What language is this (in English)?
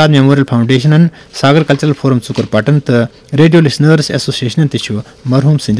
Kashmiri